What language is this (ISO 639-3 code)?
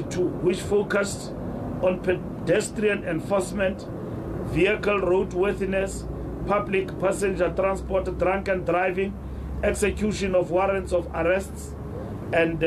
eng